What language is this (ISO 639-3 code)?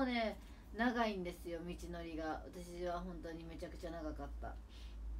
jpn